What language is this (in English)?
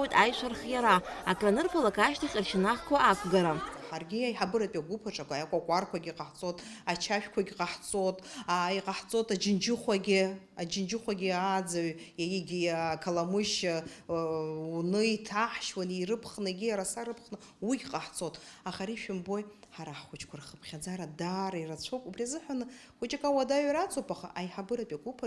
Abkhazian